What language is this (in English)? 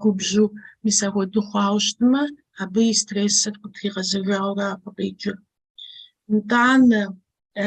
Kabardian